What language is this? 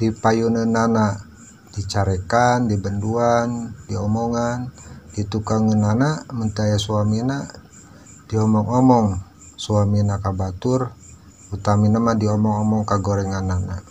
Sundanese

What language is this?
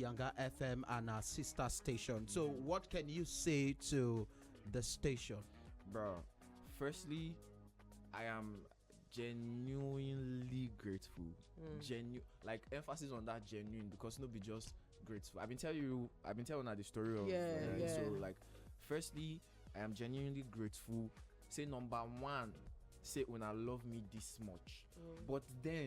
Nigerian Pidgin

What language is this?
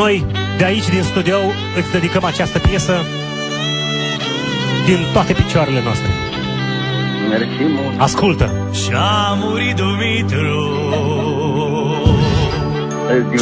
Romanian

